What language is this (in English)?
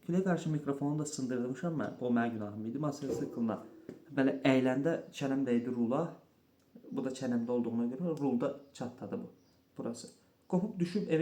Azerbaijani